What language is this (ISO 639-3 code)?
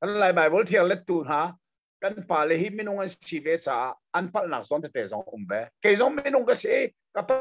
cnh